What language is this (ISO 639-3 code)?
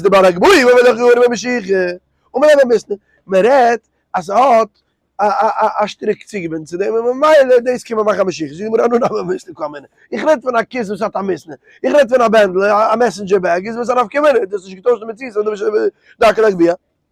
yid